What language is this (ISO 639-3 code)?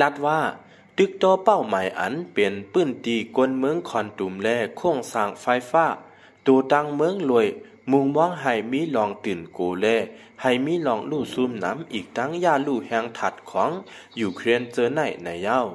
lao